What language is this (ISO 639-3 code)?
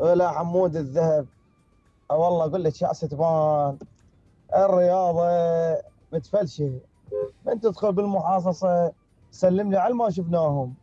acm